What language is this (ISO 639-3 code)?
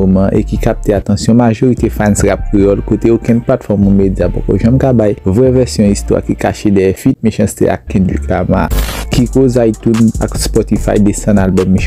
hat